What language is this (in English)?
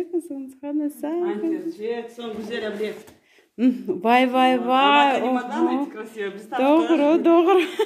Crimean Tatar